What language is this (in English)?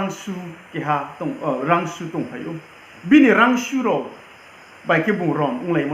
Riang (India)